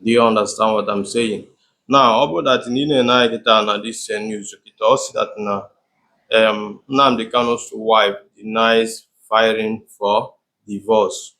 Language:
Igbo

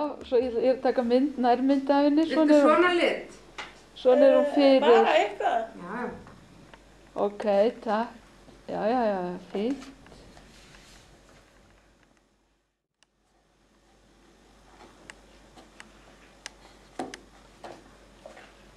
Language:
Icelandic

